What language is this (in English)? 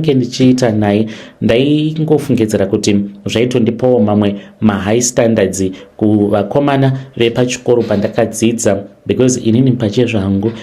Shona